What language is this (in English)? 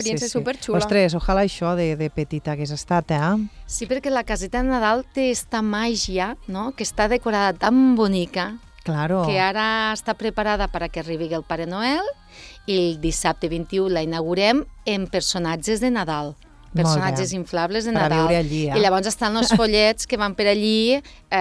Catalan